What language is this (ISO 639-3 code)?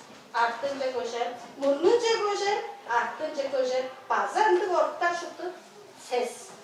tyv